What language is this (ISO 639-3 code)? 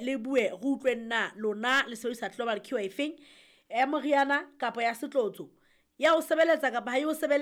sot